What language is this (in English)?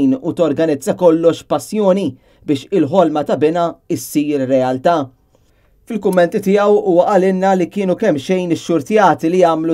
Maltese